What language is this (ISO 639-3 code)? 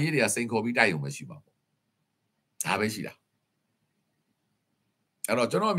mya